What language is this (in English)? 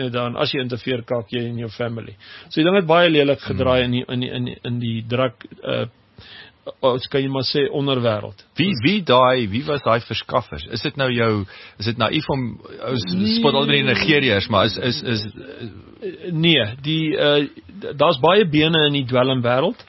Afrikaans